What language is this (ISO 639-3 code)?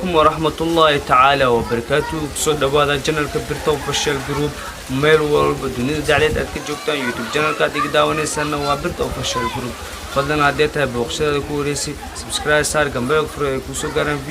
som